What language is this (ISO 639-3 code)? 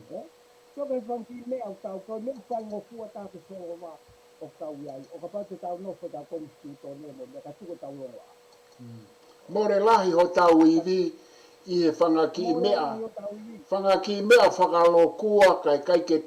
ton